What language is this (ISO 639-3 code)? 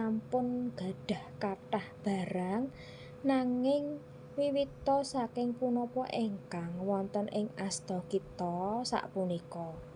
jav